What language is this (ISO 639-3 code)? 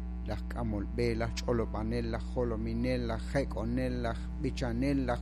kek